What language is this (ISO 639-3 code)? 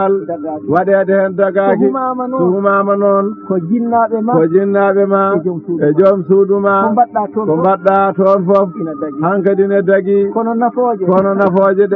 ful